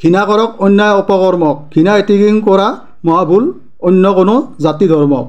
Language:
Assamese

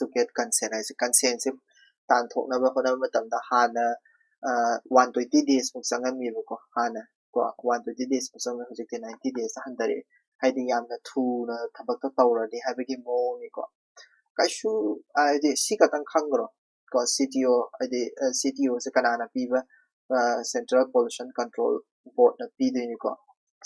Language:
Manipuri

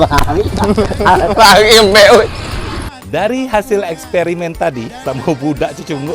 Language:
Musi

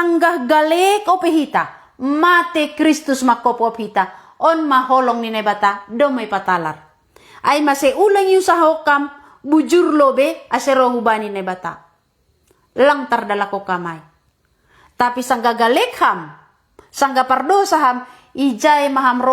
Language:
Batak Simalungun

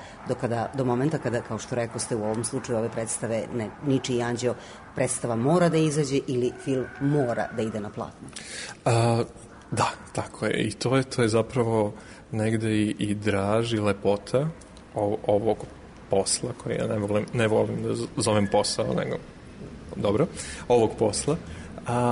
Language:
Serbian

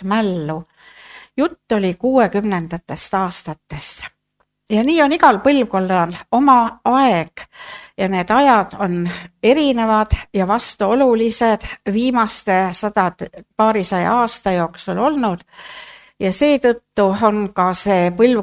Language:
Estonian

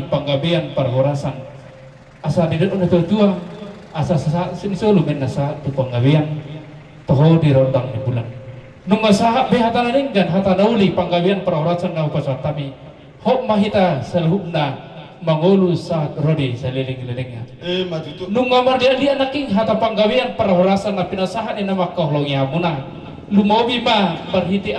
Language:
Batak Toba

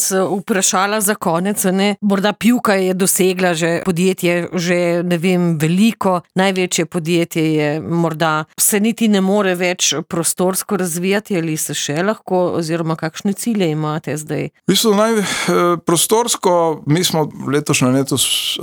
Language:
Slovenian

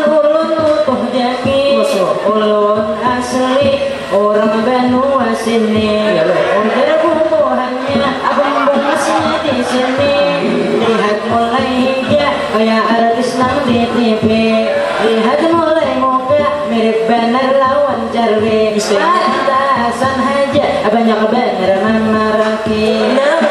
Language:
Banjar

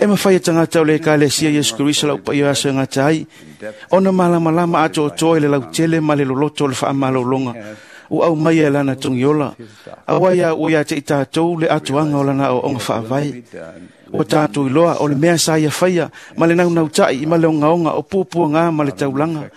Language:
Samoan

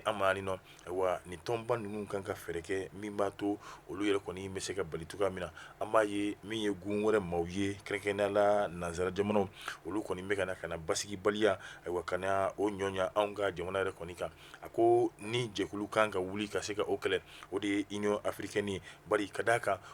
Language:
Bambara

